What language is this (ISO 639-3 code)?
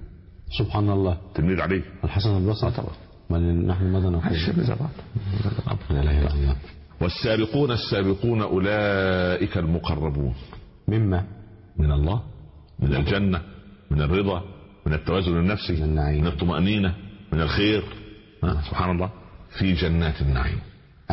ara